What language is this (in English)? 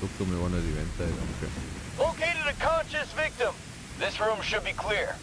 Bavarian